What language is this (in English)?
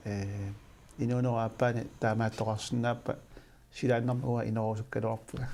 Kalaallisut